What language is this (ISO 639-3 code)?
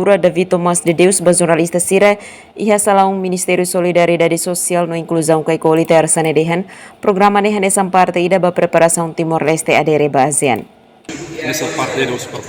tet